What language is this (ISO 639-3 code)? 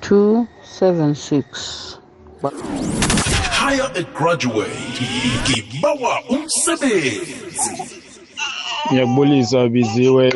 nbl